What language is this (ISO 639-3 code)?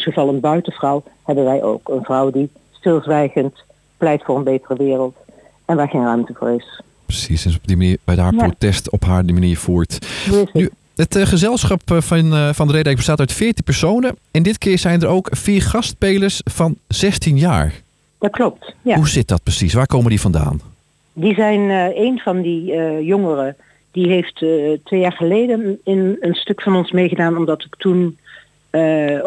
nld